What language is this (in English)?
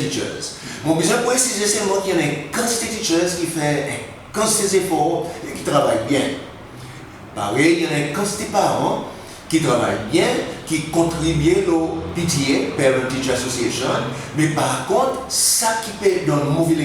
Seselwa Creole French